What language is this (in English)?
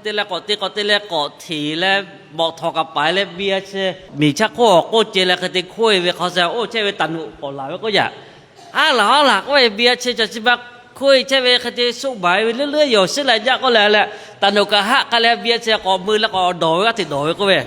Lahu